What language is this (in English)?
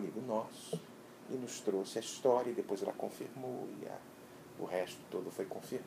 Portuguese